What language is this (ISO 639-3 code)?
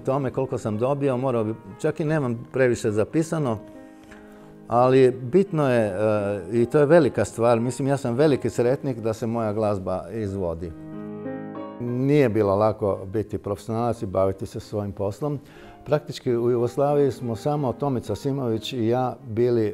hrv